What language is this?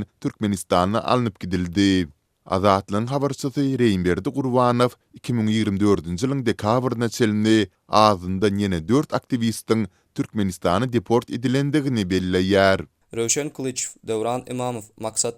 Turkmen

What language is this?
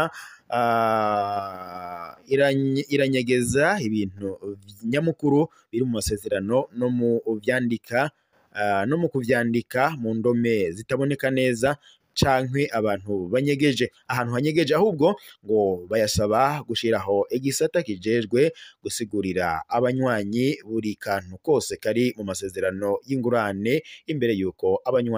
Rundi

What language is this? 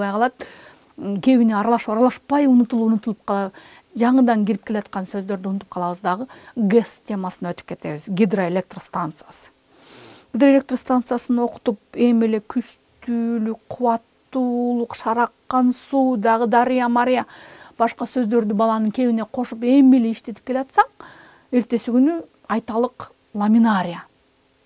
Kyrgyz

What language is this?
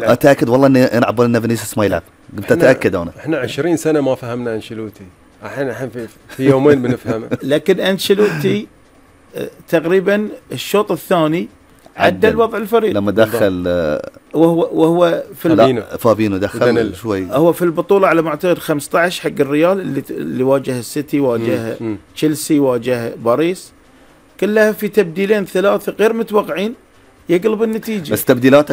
Gulf Arabic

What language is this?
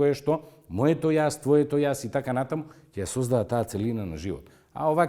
Macedonian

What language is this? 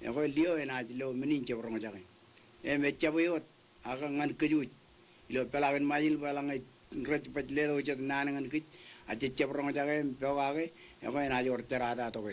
Marshallese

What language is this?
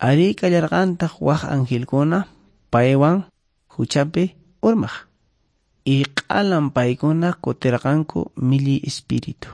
Quechua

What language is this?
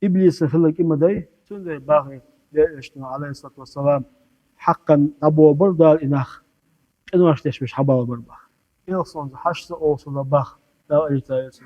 Chechen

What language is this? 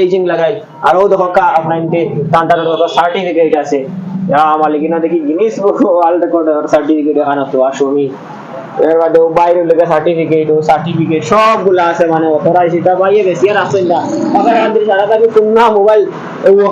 Sylheti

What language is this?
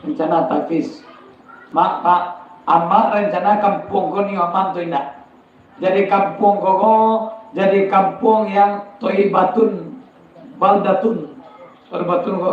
Minangkabau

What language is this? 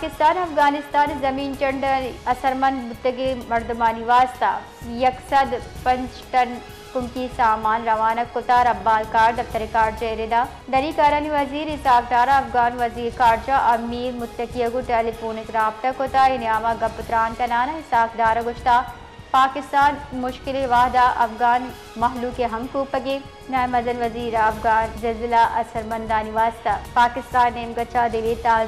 Baluchi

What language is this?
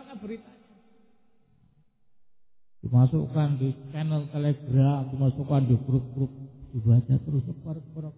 Indonesian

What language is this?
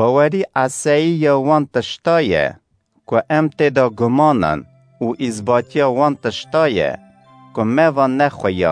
Kurdish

